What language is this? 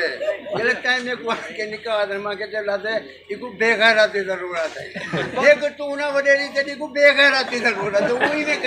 Saraiki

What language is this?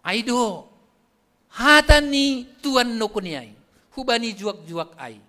Batak Simalungun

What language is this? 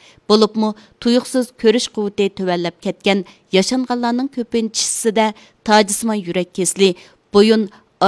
Uyghur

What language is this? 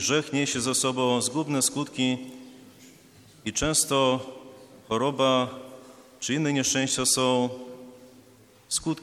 Polish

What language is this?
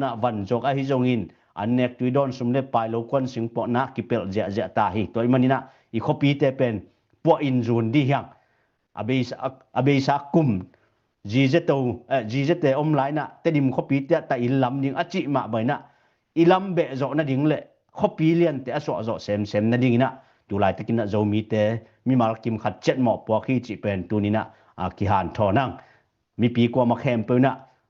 Tedim Chin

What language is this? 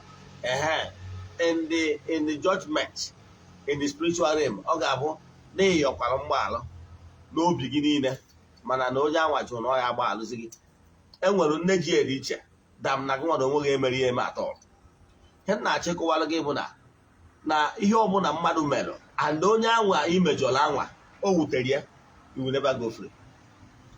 Igbo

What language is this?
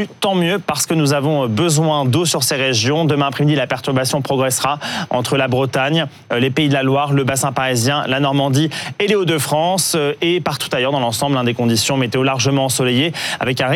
French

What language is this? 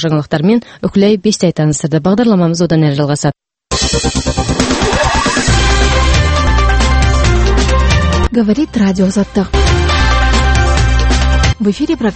Kazakh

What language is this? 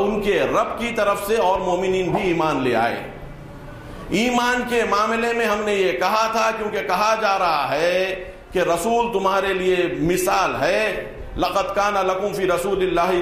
Urdu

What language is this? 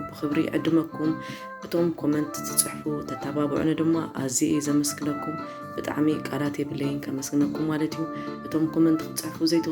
Tigrinya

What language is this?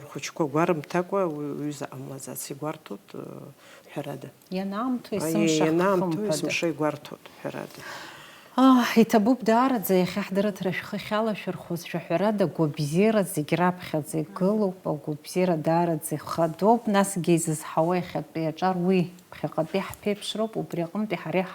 Abkhazian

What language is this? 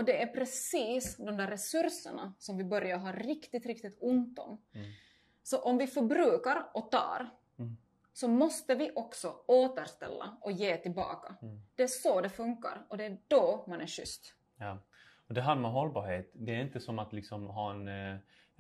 Swedish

